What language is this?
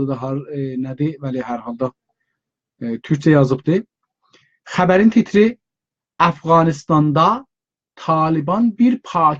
South Azerbaijani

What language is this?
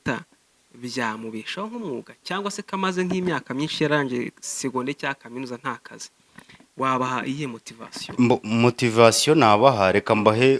Kinyarwanda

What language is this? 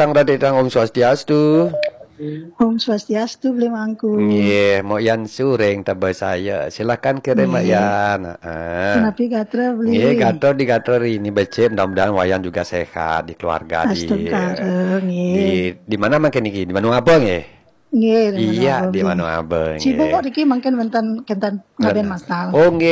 Balinese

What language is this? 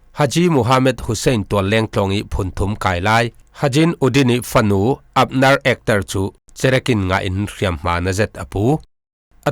Falam Chin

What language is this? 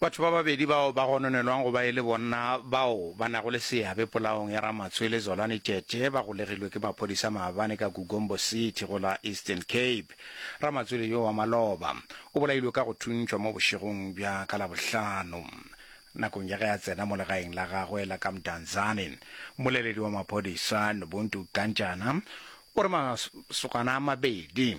Northern Sotho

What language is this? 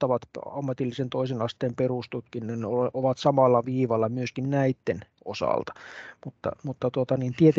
Finnish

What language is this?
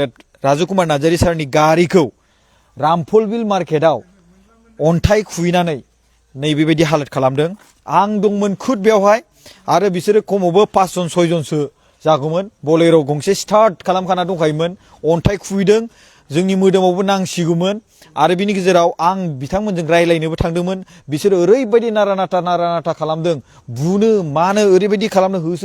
Bodo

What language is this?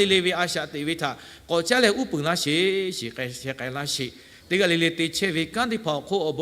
Lahu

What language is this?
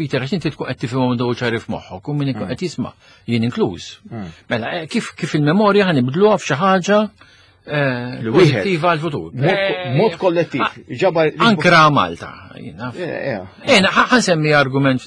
Maltese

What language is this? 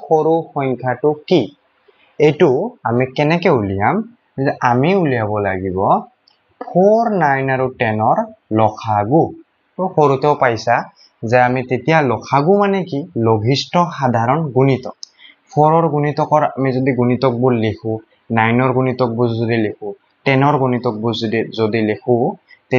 Assamese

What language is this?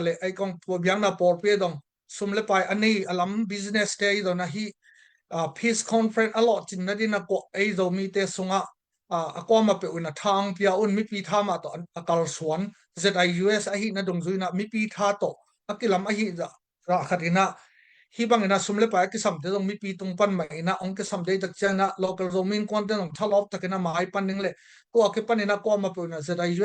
Tedim Chin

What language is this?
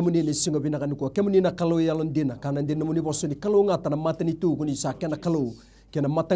Fijian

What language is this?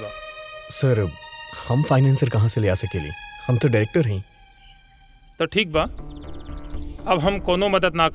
Bhojpuri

